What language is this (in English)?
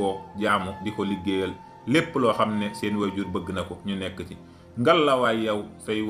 Wolof